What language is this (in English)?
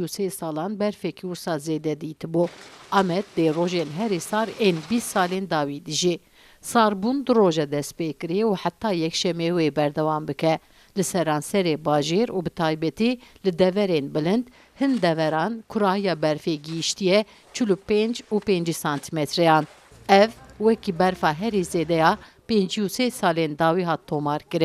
Kurdish